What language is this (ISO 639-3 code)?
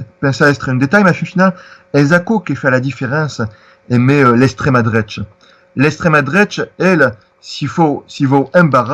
oci